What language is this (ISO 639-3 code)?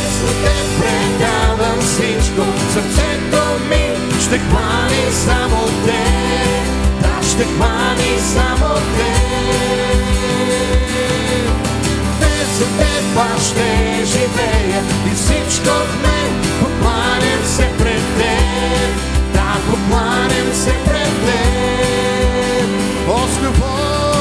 bul